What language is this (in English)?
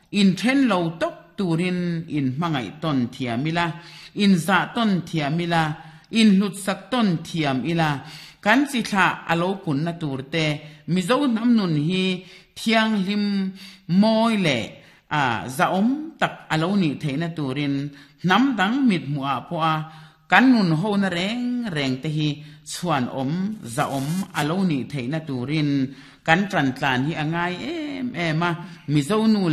Mizo